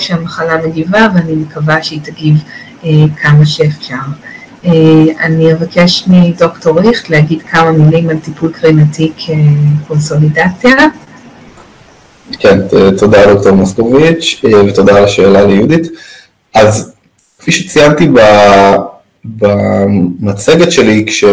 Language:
Hebrew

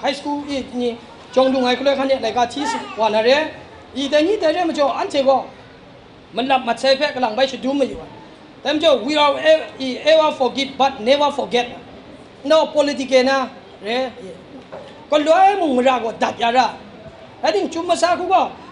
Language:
Kachin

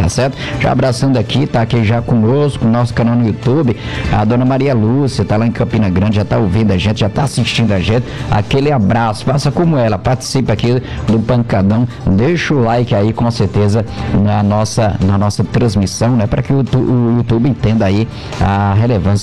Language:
Portuguese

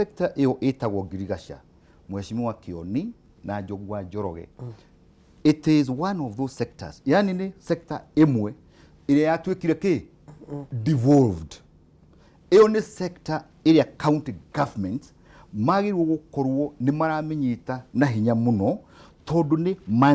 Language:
Kikuyu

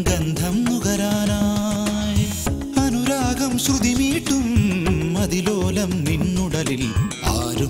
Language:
Malayalam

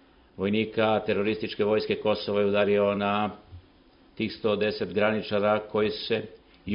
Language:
Serbian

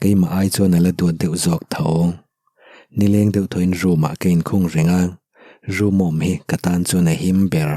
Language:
Mizo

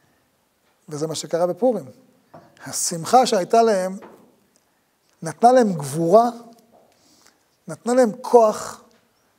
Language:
Hebrew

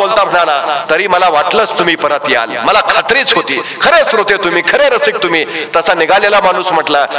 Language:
Marathi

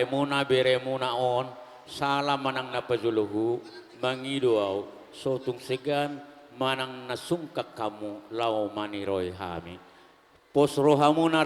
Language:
Batak Toba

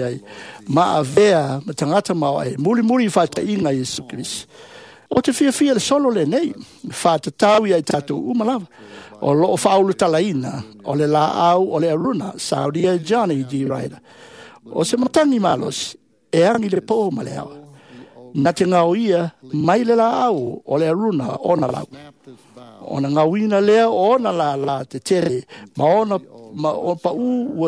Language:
Samoan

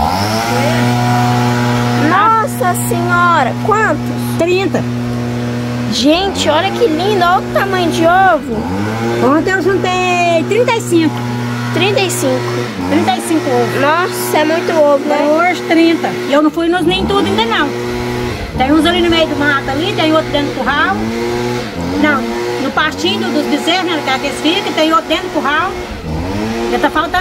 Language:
Portuguese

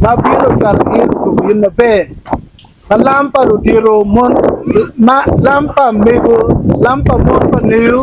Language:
Acoli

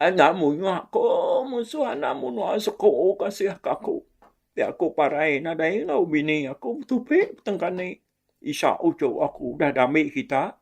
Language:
Iban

